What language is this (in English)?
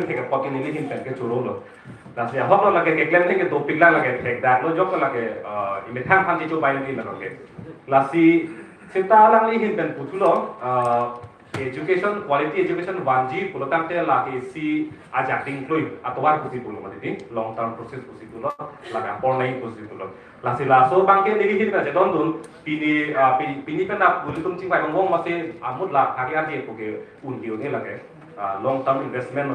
Karbi